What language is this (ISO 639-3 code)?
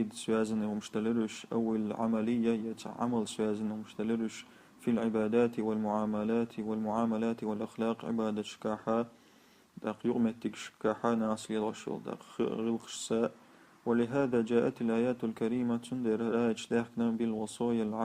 che